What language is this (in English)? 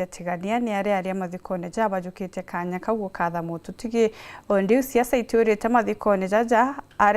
Meru